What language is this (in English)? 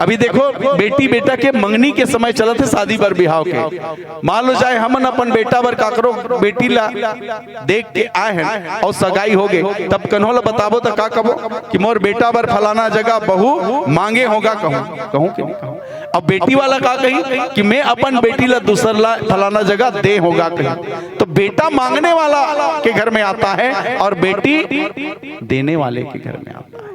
Chhattisgarhi